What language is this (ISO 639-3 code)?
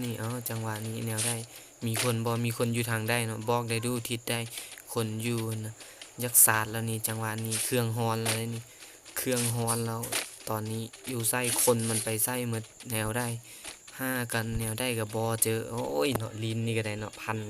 lao